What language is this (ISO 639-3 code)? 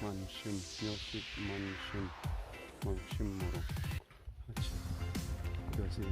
nag